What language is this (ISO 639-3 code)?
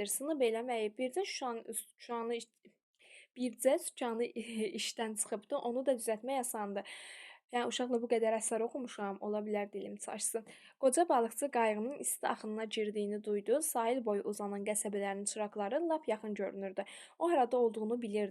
aze